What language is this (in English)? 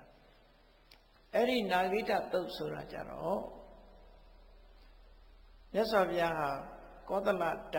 Burmese